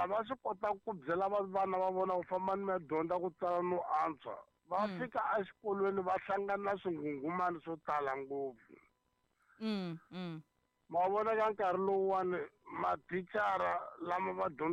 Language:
Tsonga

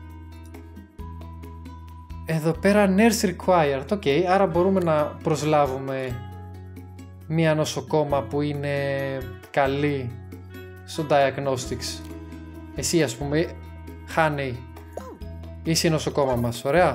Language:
Greek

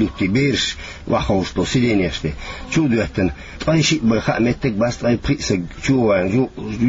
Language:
Chechen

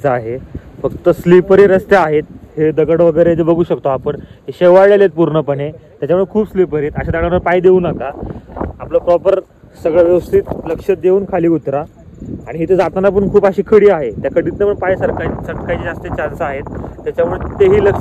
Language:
Marathi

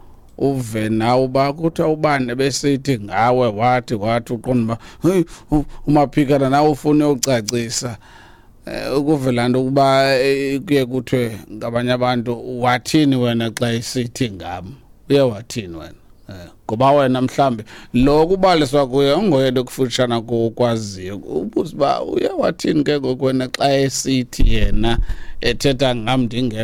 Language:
Xhosa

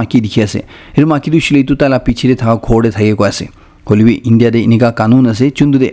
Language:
Naga Pidgin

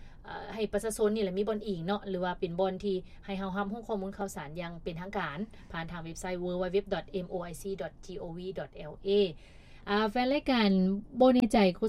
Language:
Lao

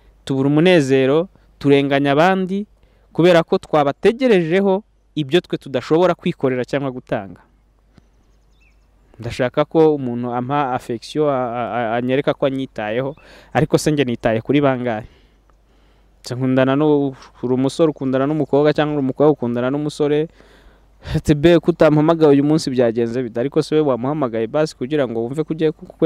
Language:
Kinyarwanda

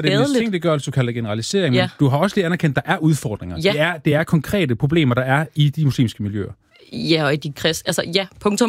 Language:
Danish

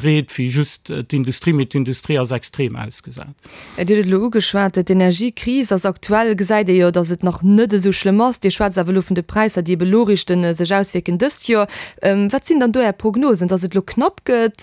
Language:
Luxembourgish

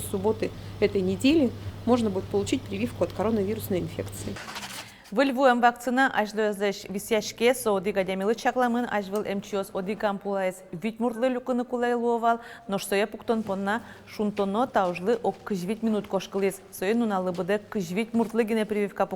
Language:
Udmurt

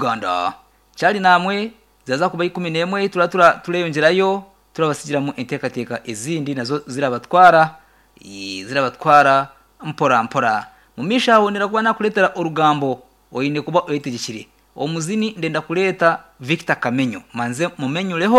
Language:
Nyankole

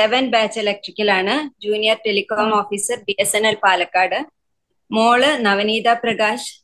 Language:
Malayalam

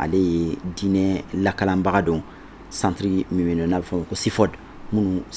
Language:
Bambara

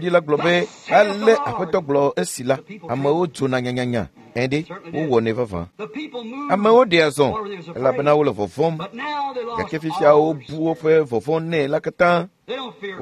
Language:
Ewe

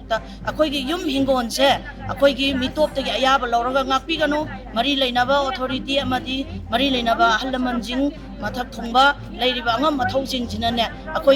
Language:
Manipuri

